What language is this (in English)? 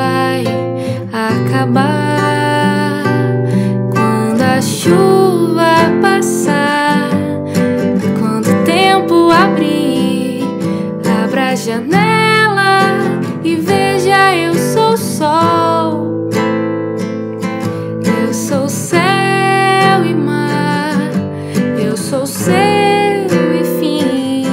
Portuguese